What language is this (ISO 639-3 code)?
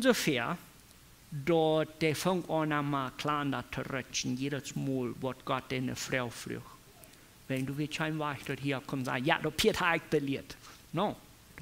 pdt